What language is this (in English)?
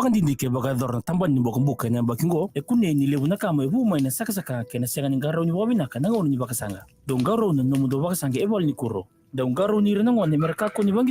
Fijian